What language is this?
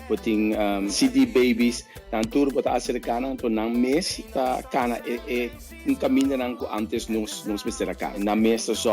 Papiamento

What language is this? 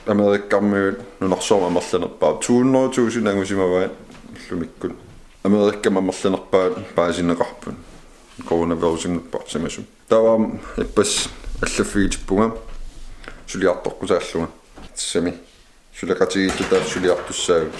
Kalaallisut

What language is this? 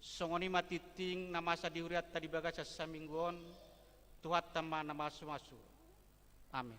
Batak Toba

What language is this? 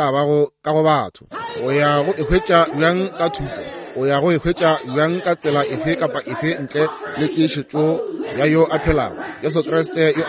Northern Sotho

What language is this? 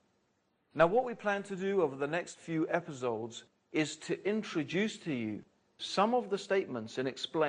English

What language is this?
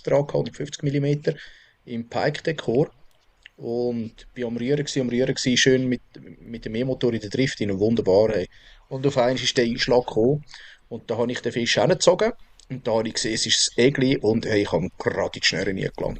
Swiss German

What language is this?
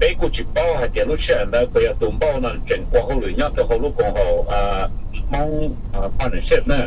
Hmong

